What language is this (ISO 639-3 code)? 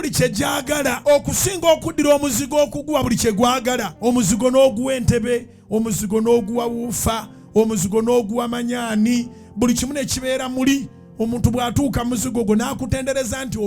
lug